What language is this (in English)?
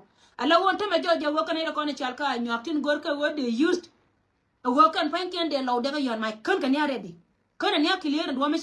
Nuer